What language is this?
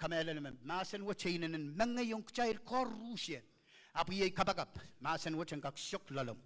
Pohnpeian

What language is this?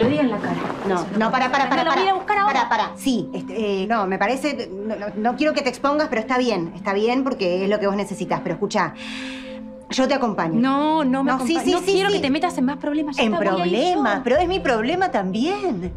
Spanish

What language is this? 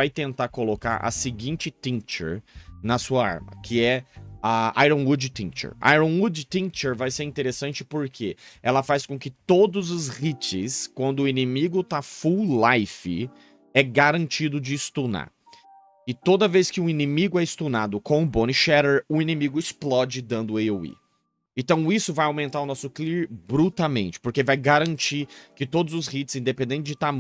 Portuguese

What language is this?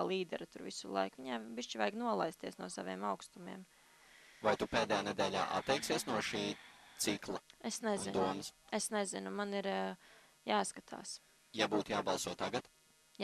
Latvian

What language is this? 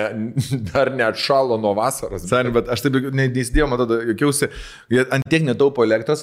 Lithuanian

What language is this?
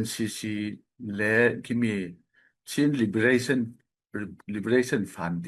Falam Chin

